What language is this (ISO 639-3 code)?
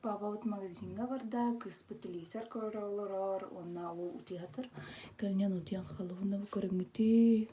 sah